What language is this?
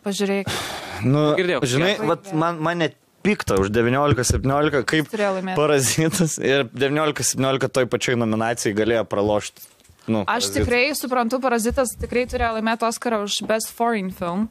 Lithuanian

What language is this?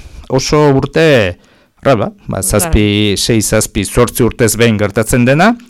Basque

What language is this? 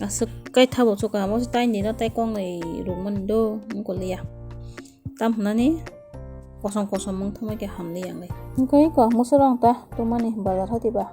Kok Borok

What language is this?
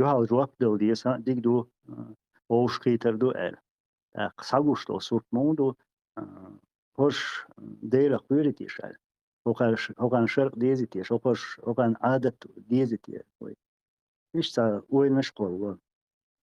Chechen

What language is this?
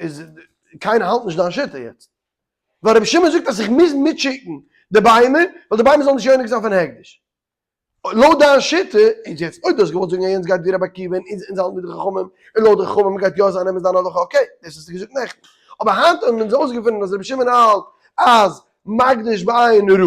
Yiddish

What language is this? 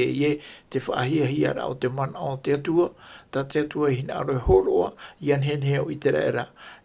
Tahitian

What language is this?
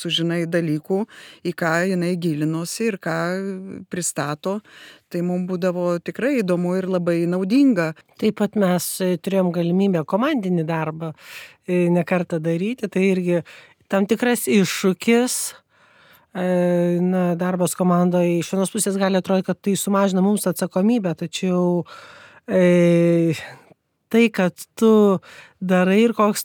Lithuanian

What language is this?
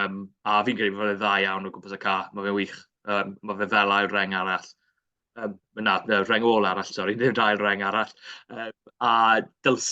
Welsh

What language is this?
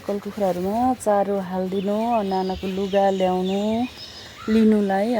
Nepali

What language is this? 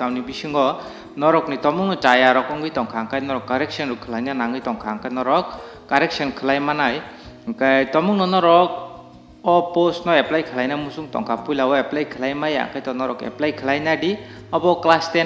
Kok Borok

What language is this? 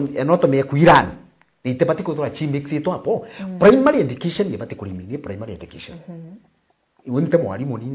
Meru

